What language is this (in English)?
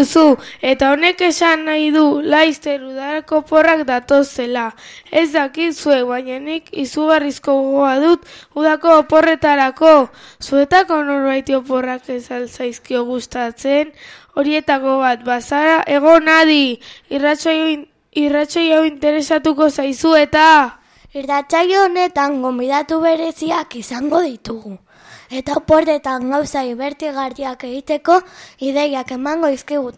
Basque